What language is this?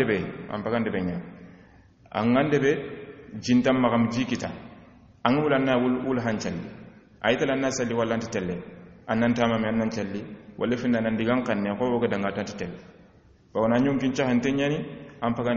Soninke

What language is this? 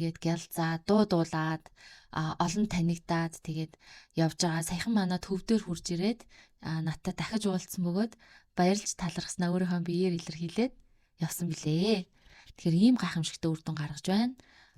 Mongolian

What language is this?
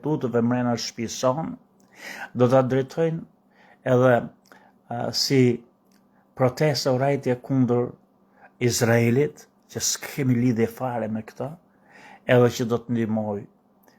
Albanian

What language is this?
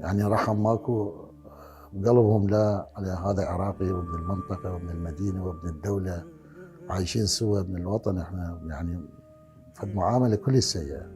Mesopotamian Arabic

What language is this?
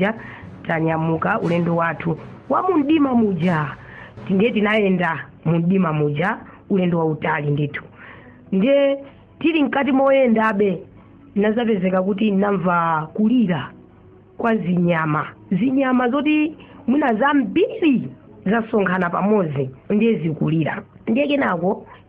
Nyanja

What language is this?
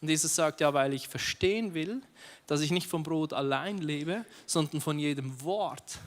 Swiss German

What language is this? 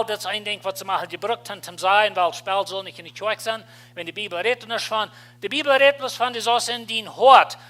Plautdietsch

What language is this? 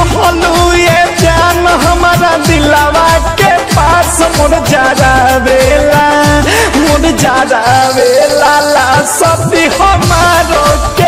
Bhojpuri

